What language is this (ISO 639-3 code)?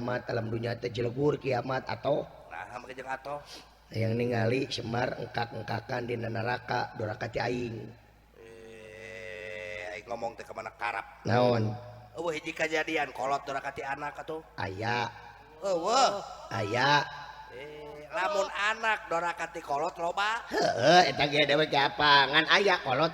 sun